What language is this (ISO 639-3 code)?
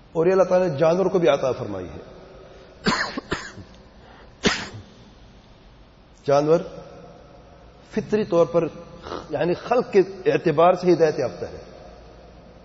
urd